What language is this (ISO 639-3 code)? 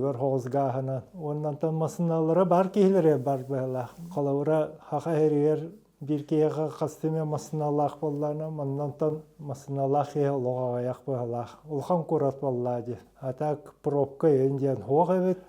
sah